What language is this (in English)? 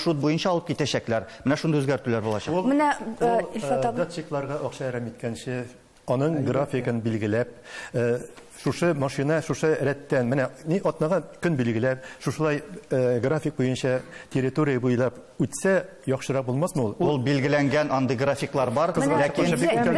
Tatar